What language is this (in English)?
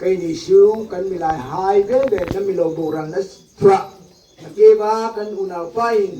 Hmar